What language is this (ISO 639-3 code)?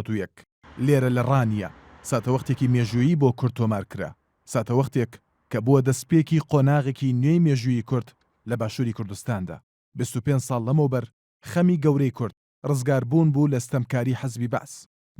ckb